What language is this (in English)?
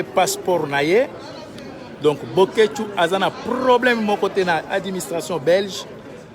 Lingala